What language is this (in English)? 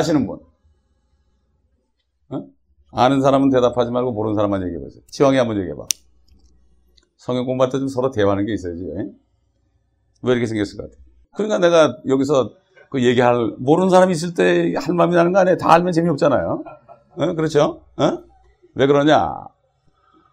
Korean